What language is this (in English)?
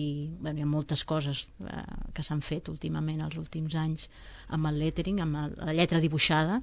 Catalan